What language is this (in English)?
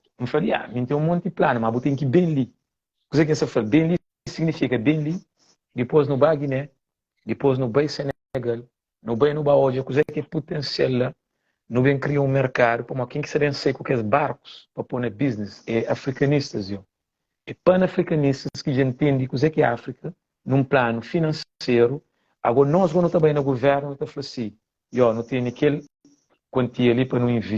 Kabuverdianu